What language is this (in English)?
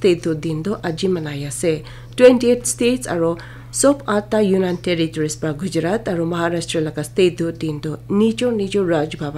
Naga Pidgin